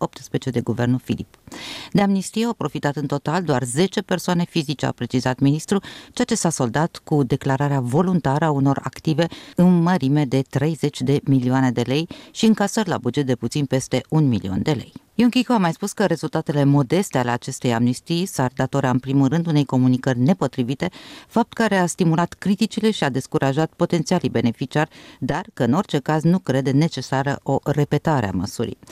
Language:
Romanian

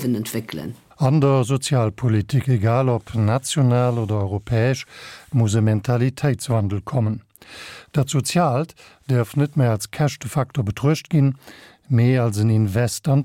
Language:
Luxembourgish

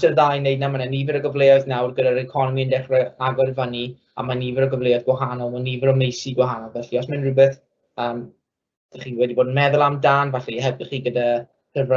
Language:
Welsh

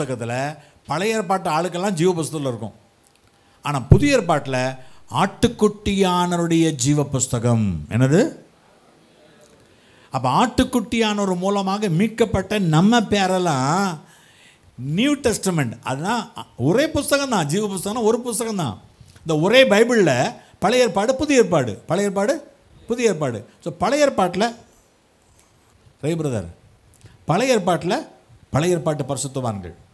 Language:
Tamil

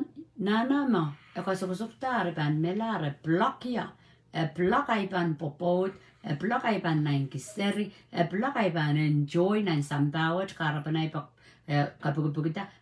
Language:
Pohnpeian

